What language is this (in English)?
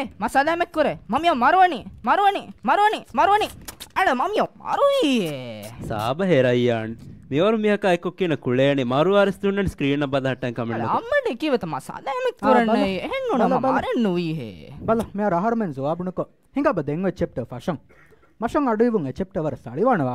Divehi